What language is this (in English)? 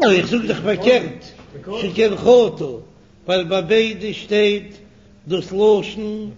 Yiddish